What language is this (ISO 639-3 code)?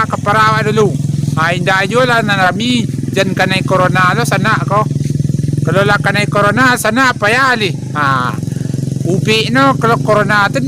min